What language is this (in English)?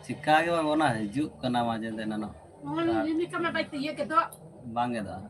Santali